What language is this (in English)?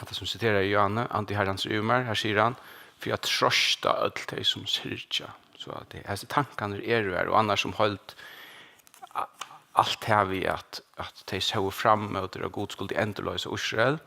Faroese